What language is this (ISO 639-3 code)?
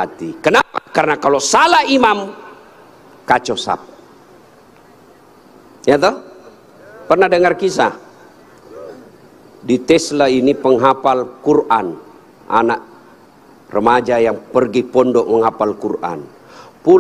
ind